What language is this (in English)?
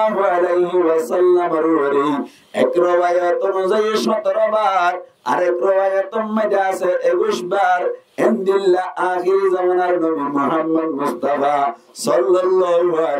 Rohingya